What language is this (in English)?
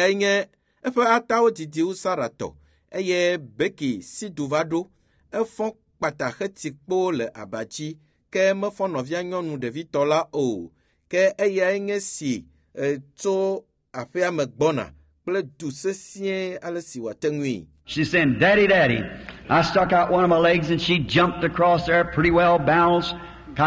Ewe